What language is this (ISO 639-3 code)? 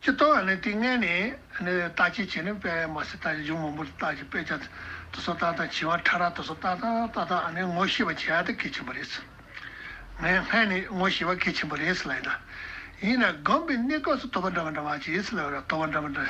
bod